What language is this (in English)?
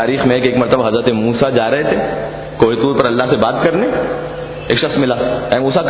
Urdu